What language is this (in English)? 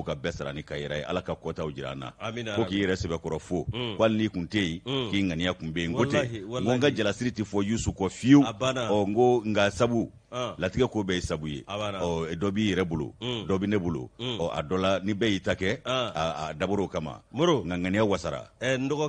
Bambara